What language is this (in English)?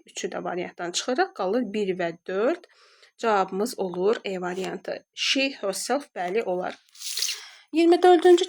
Azerbaijani